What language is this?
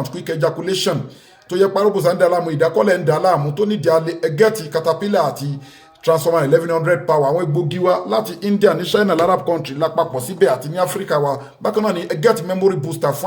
Yoruba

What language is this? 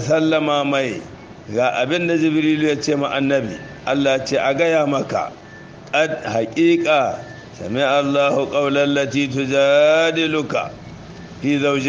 Hausa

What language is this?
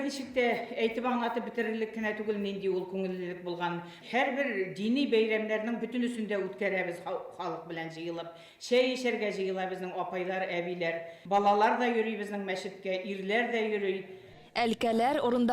Bashkir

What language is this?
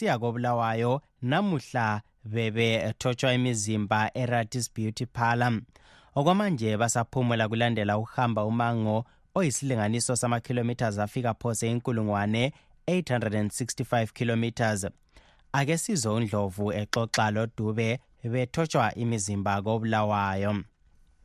North Ndebele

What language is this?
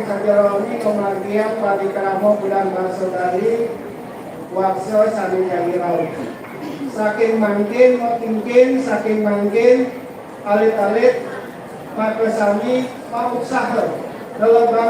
Balinese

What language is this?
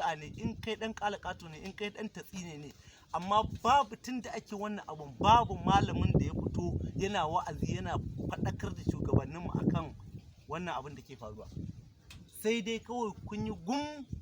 Hausa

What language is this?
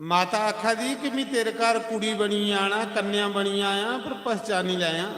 Dogri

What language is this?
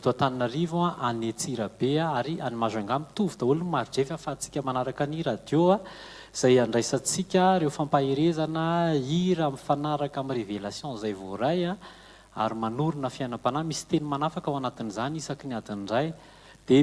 Malagasy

